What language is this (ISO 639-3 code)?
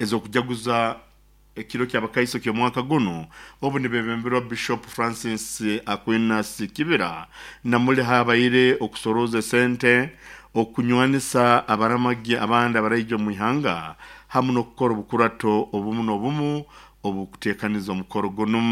nyo